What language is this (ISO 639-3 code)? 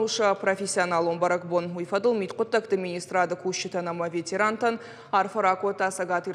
oss